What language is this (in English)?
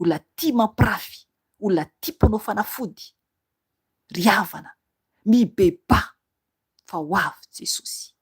Malagasy